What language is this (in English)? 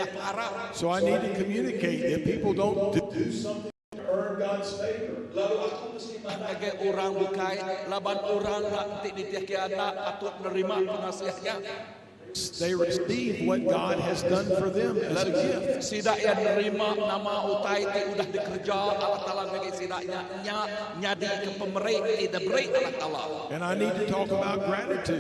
Iban